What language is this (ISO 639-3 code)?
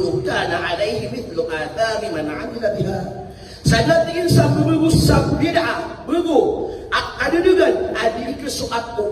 mrw